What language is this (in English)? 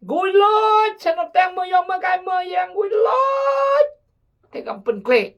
Khmu